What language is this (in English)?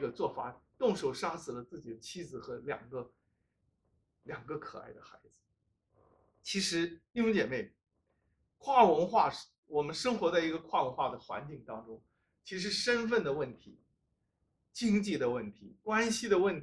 Chinese